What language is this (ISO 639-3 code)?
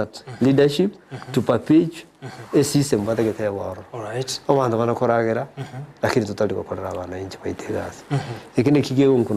guz